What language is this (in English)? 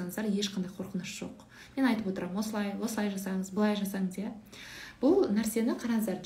Kazakh